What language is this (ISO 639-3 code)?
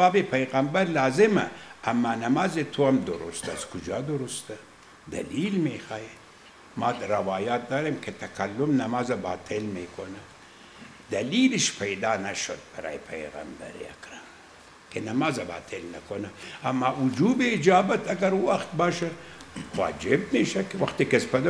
fas